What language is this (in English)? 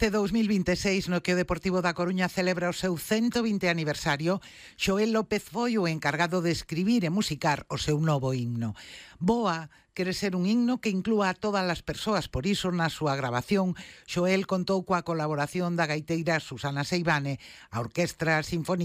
Galician